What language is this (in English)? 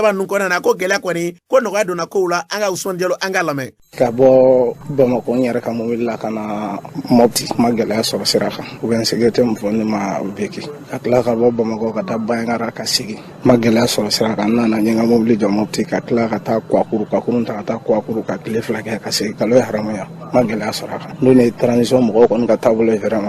Bambara